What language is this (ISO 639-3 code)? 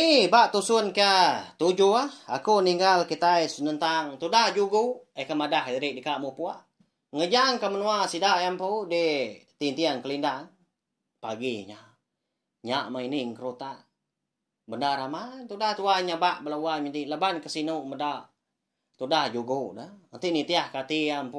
iba